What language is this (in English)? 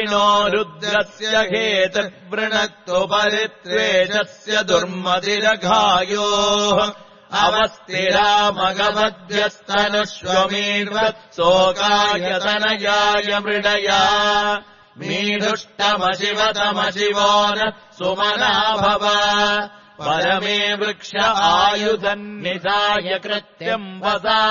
Sanskrit